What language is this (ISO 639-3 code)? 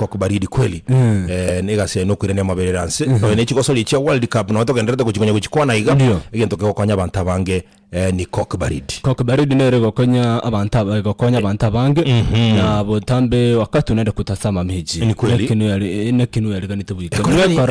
guz